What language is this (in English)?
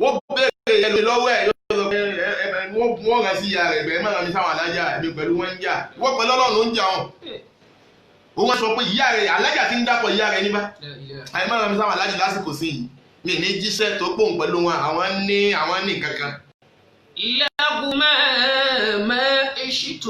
Yoruba